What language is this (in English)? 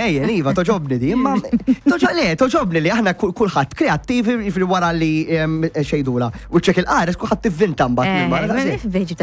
Maltese